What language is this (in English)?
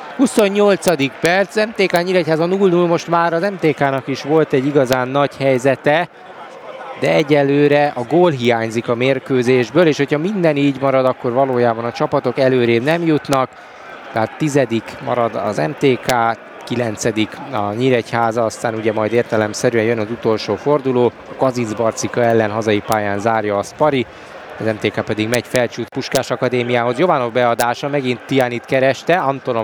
Hungarian